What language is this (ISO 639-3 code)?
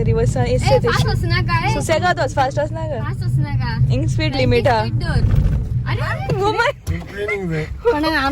kok